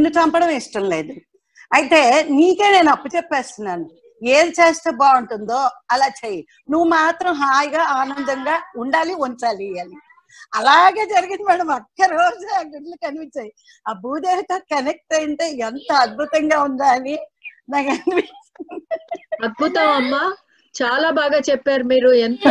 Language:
Telugu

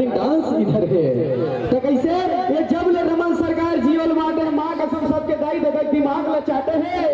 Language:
Chhattisgarhi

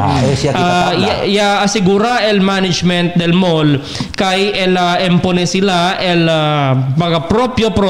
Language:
Chavacano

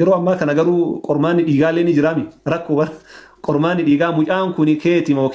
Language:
Oromo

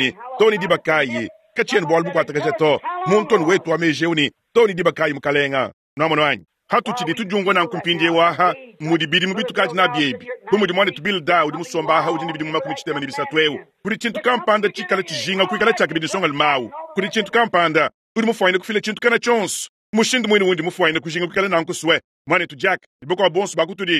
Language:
Luba-Lulua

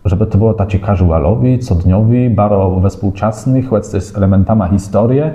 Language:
Kashubian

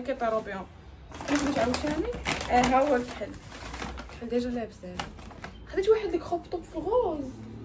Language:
Moroccan Arabic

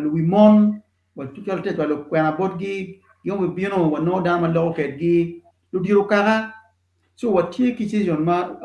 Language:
Acoli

